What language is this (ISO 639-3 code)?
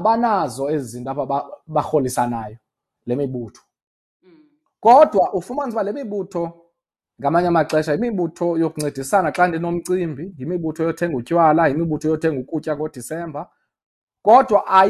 xho